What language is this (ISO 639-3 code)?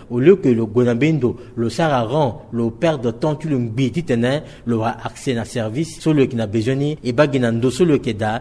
sag